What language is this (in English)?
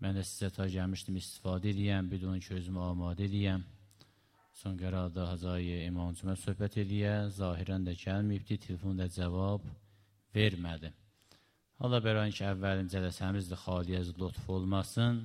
Azerbaijani